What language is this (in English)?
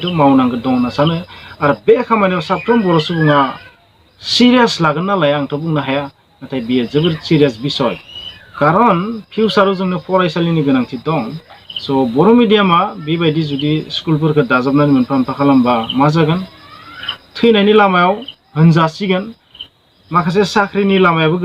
Bodo